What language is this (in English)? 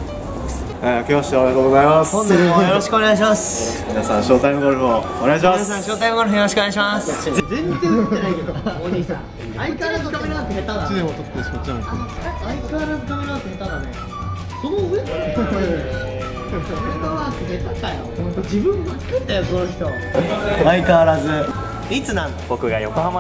Japanese